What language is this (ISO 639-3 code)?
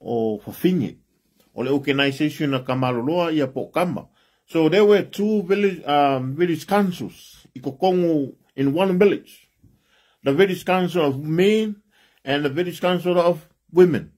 smo